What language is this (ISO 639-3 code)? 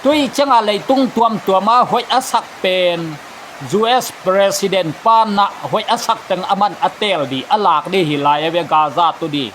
ctd